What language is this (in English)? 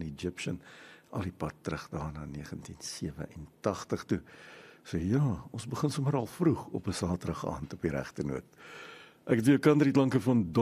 Afrikaans